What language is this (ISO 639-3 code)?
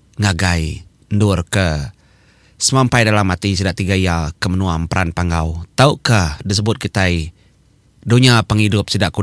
iba